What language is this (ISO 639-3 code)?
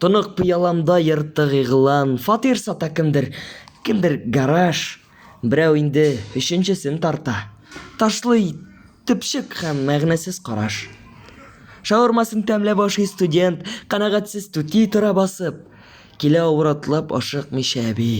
tat